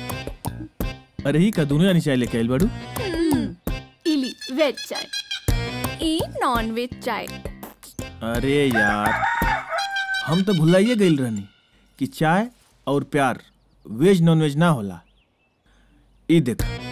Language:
Bhojpuri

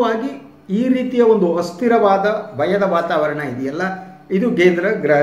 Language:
Kannada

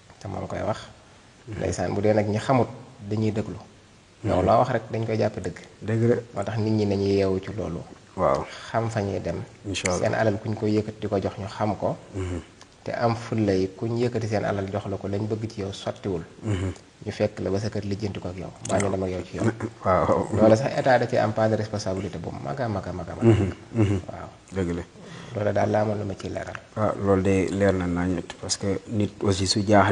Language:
Wolof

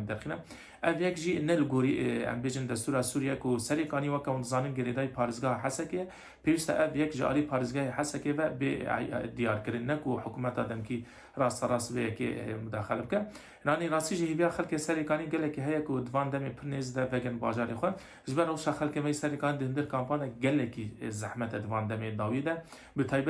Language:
Kurdish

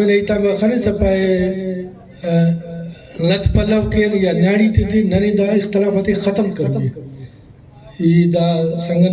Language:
Brahui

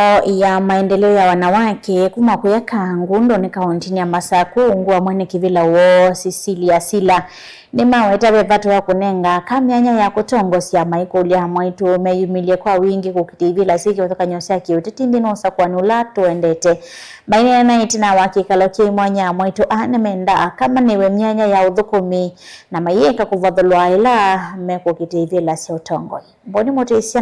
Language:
Kamba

